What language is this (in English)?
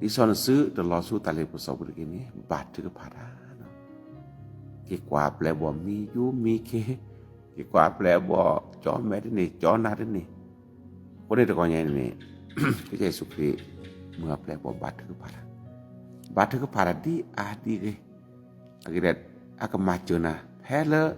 S'gaw Karen